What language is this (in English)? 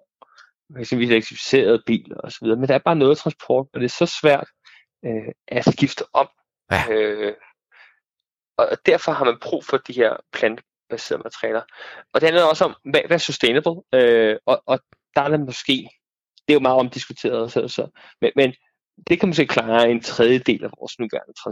Danish